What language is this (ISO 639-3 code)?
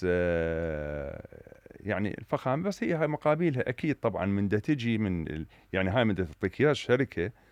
acm